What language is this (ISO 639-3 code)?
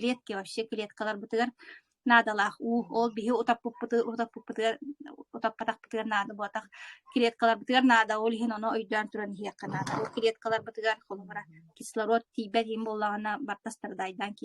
sah